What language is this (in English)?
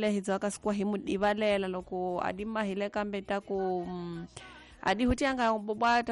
Tsonga